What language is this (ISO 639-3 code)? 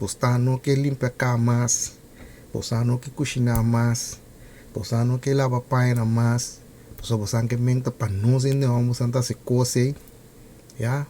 pap